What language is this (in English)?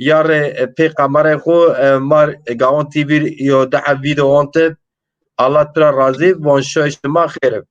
Zaza